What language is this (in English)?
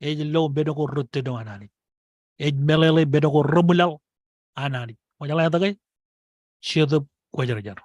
Marshallese